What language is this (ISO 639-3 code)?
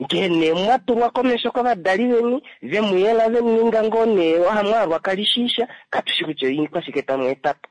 kua